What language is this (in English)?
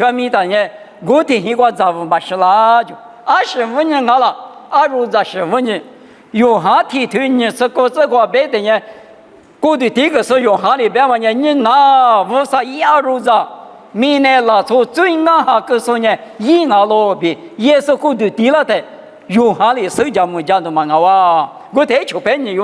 Lisu